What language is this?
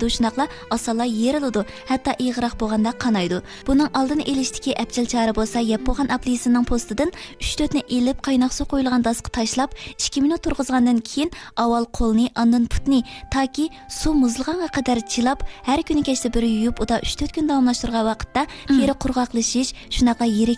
Uyghur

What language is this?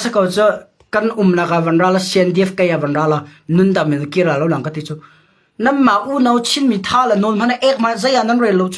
Hakha Chin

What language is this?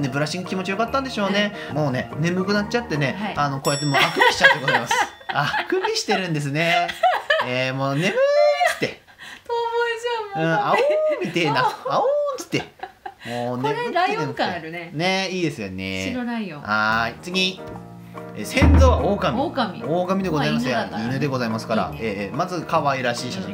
Japanese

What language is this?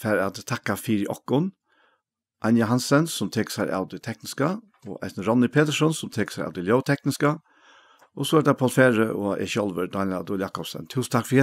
Faroese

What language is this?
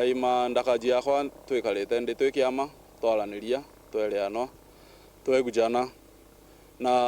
Meru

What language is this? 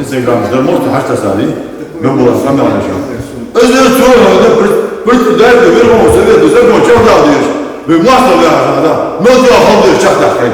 Ingush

